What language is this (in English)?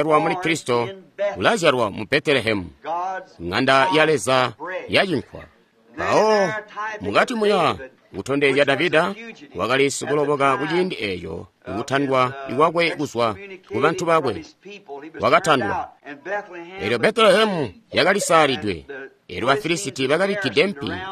Tonga (Zambia)